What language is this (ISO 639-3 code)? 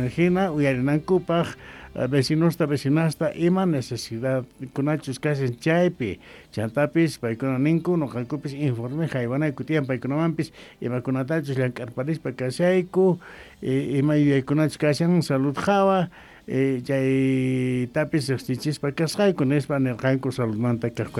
quh